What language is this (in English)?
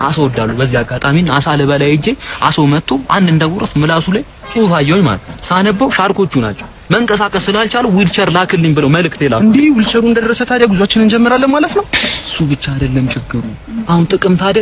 Amharic